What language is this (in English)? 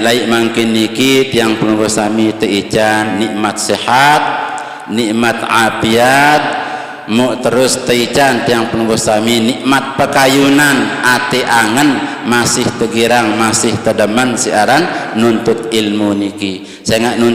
Sasak